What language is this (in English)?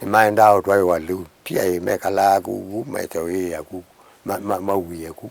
Kamba